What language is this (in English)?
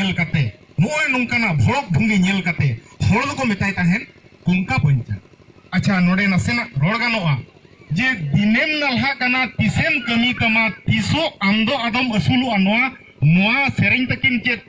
Santali